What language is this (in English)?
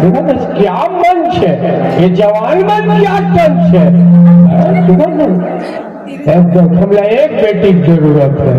Chhattisgarhi